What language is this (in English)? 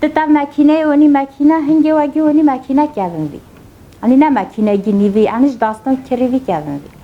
Kurdish